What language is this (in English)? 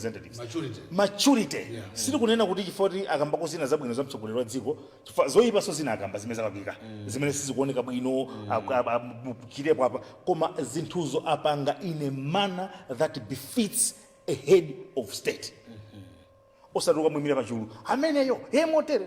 Nyanja